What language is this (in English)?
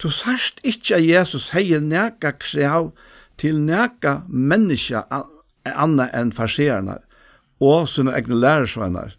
Faroese